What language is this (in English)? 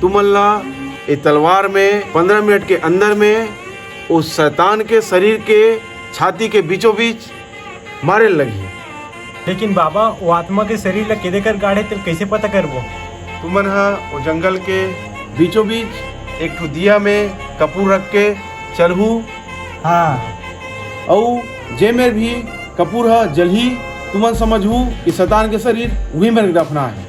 Chhattisgarhi